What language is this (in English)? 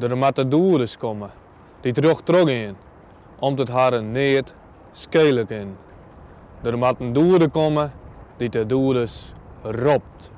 Western Frisian